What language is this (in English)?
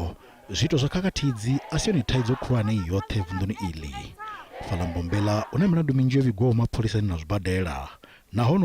Venda